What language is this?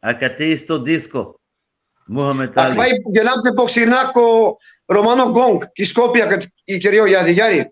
Balkan Romani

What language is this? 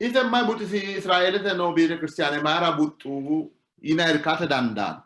Sidamo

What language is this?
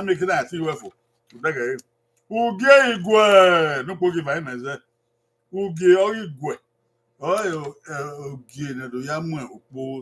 Bini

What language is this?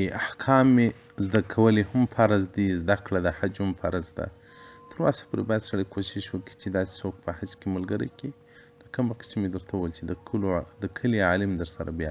Pashto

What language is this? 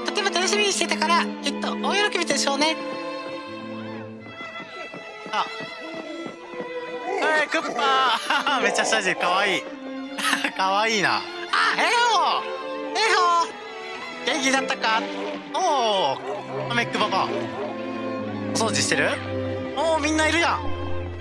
Japanese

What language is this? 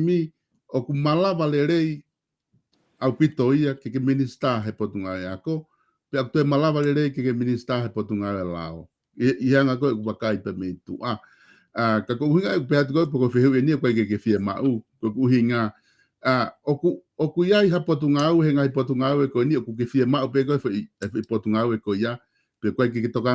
Tongan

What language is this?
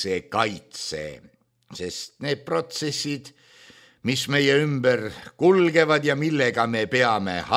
Estonian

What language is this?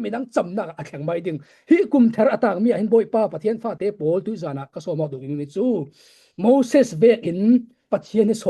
Falam Chin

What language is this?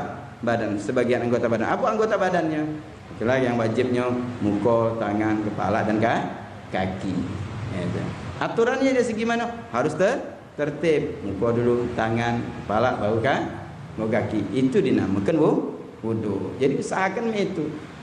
Musi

